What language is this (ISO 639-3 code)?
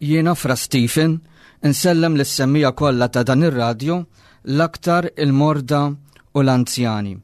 mlt